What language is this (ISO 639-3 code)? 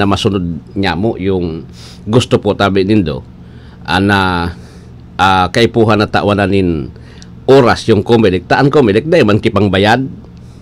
bik